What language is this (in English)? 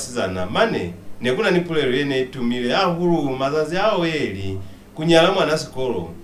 Lozi